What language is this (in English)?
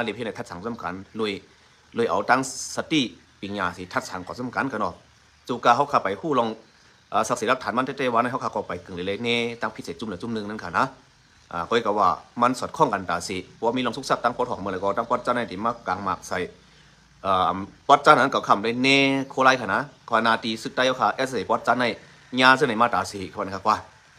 Shan